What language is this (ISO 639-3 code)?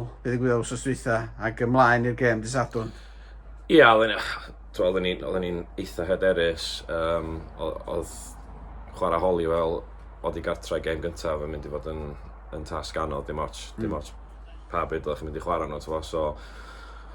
cym